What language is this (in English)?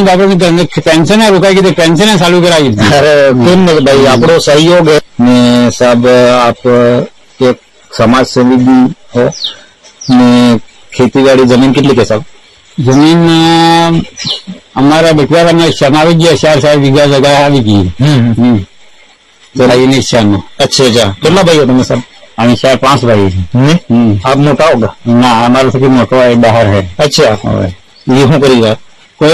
Gujarati